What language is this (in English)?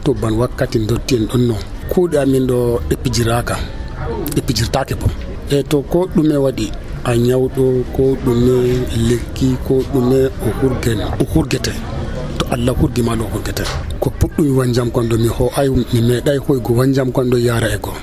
Nigerian Fulfulde